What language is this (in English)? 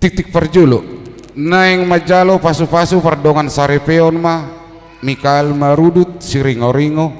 Batak Toba